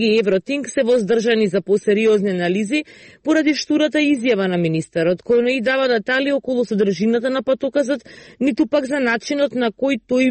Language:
Macedonian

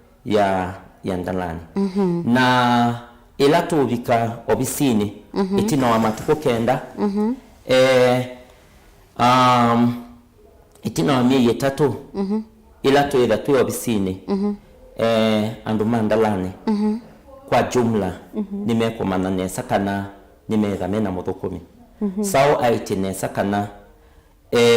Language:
Kamba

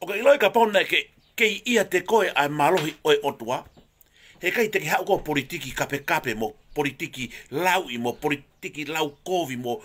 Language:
Tongan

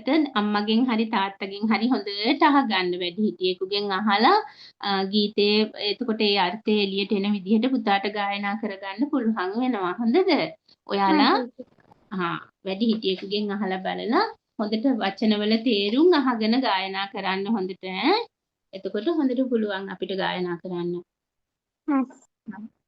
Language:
Sinhala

